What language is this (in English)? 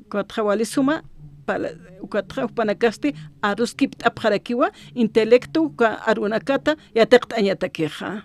Aymara